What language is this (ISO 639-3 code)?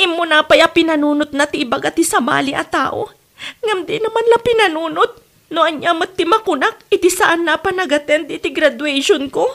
ilo